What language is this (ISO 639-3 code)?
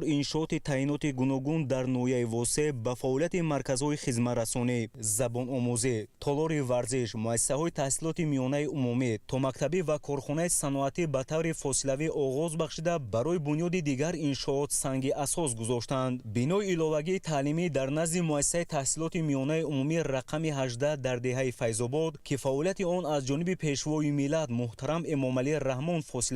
tgk